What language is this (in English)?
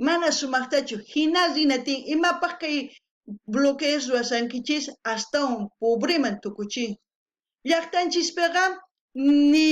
South Bolivian Quechua